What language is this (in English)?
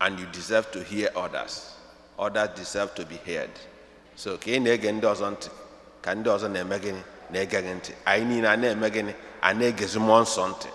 Igbo